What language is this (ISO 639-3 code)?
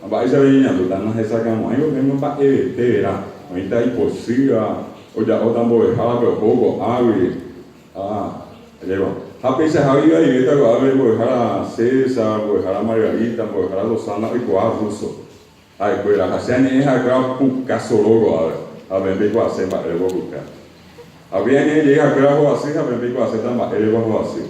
grn